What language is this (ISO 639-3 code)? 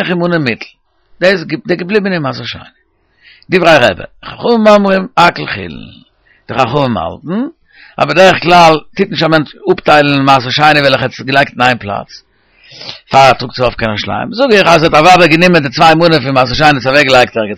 yid